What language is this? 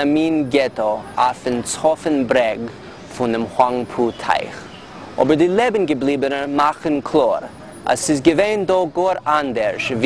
Yiddish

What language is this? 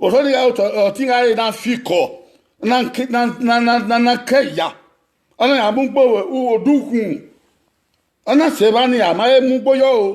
Bini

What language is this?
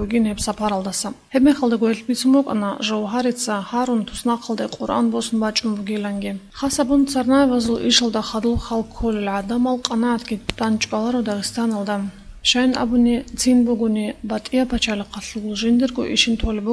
Avaric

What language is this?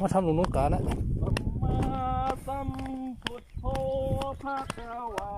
Shan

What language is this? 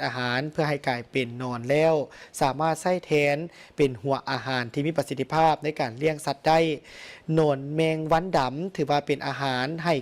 Lao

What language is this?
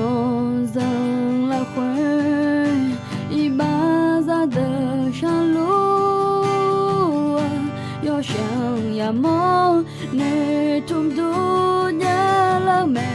Akha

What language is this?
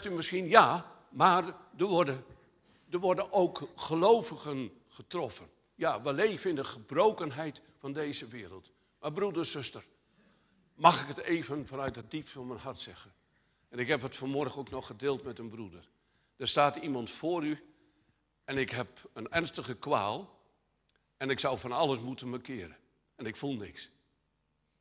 Dutch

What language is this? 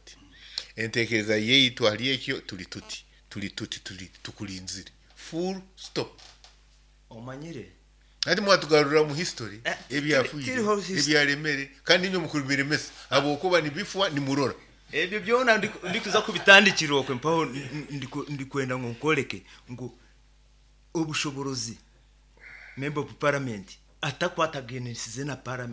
Nyoro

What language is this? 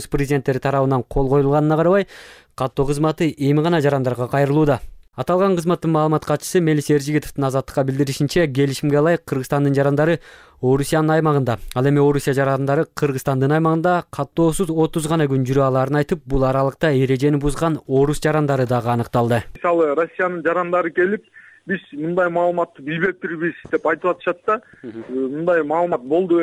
Kyrgyz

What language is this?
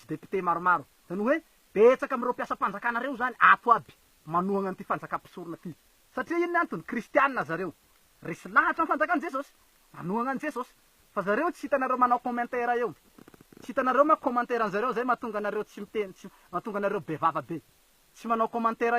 Malagasy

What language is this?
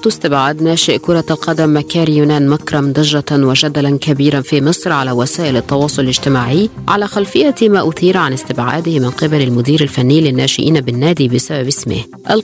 Arabic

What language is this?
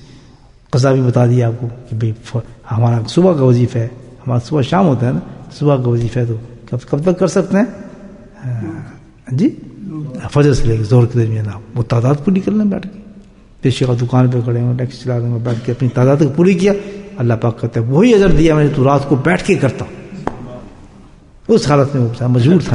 Urdu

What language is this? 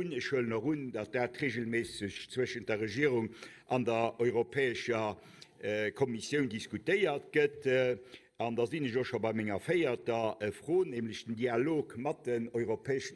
Luxembourgish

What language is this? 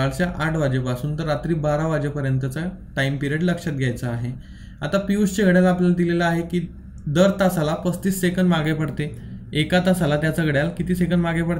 Marathi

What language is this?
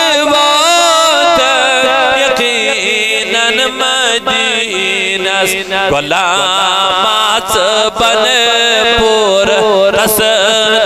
Kashmiri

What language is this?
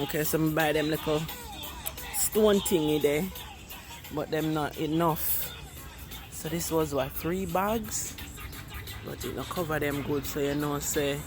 Jamaican Creole English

